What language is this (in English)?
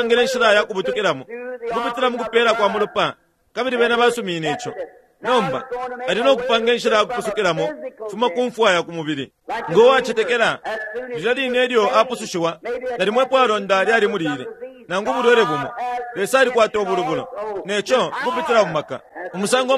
Bemba